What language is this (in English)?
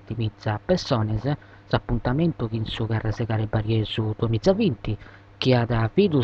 Sardinian